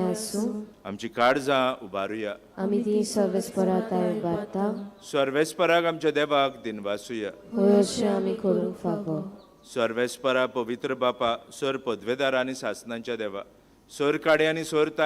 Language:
Konkani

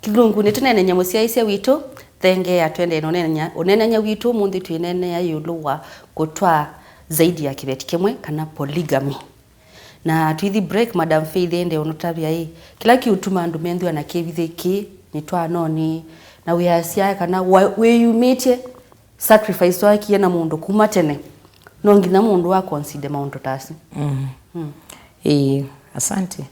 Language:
Kamba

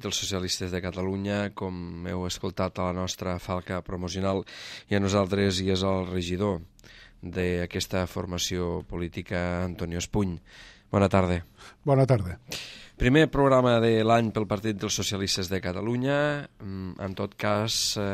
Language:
Catalan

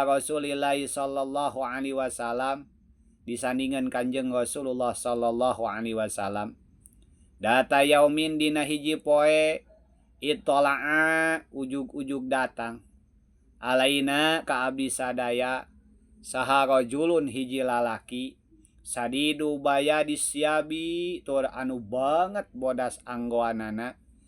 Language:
Sundanese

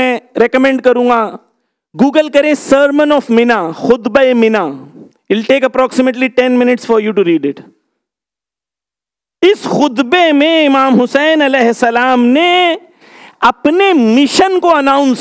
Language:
Urdu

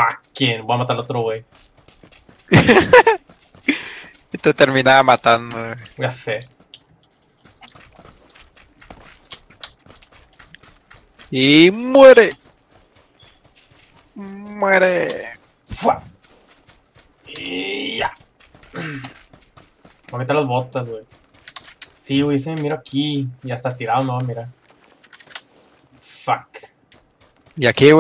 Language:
Spanish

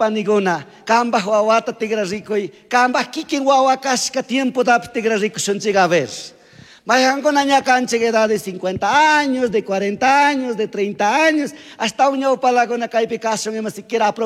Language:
Chimborazo Highland Quichua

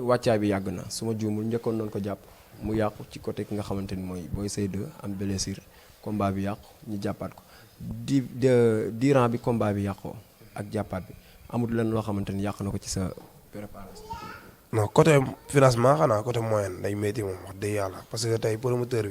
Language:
Wolof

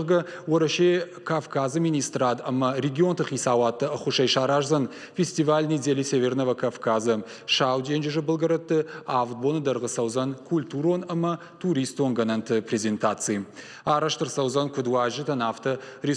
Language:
Ossetic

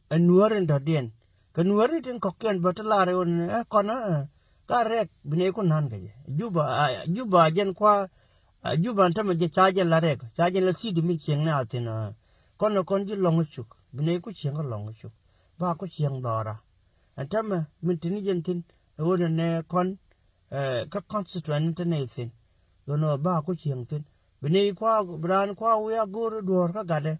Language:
Nuer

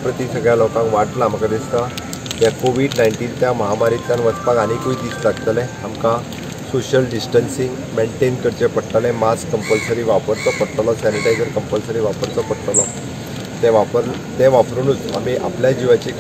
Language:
Konkani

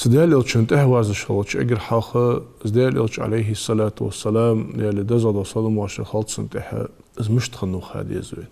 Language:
Ingush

